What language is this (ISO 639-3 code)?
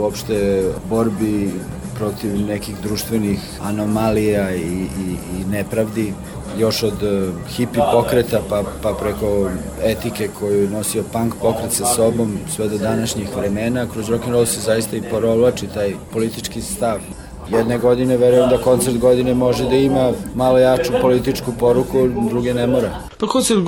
srp